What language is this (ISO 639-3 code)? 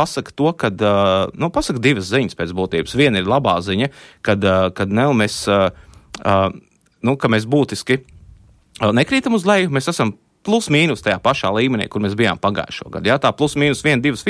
lav